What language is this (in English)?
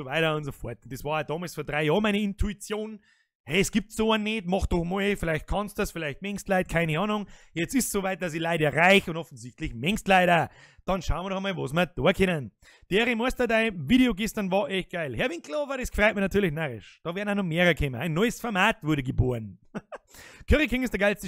Bavarian